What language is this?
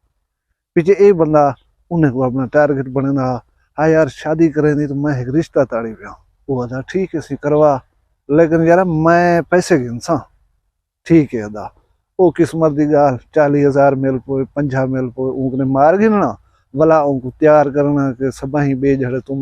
Saraiki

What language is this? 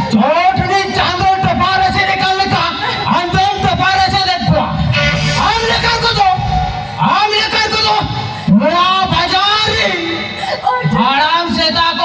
Santali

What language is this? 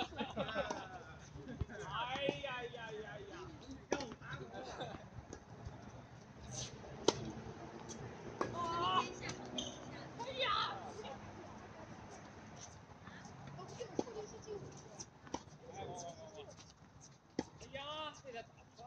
Chinese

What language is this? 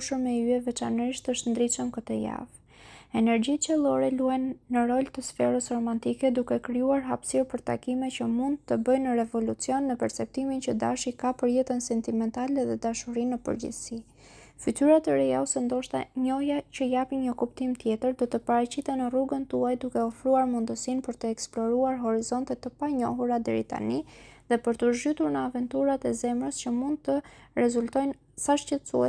Albanian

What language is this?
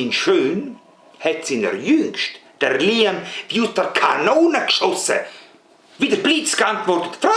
Swiss German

